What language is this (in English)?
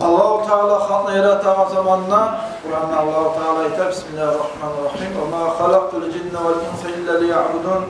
Kumyk